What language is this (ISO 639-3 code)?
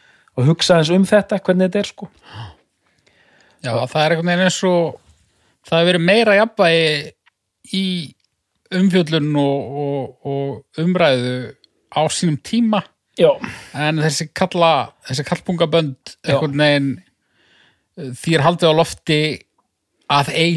isl